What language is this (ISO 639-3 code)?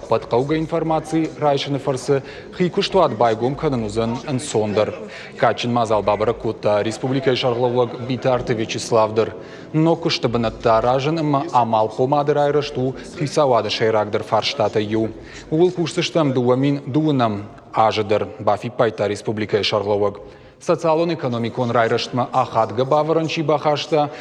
oss